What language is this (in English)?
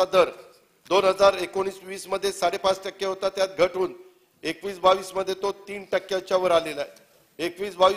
Marathi